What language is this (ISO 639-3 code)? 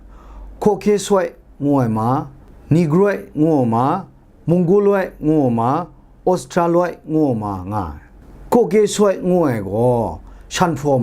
kac